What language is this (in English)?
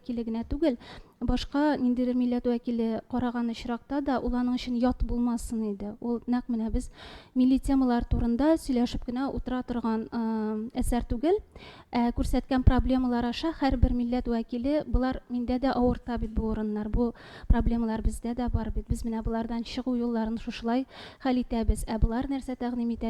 Tatar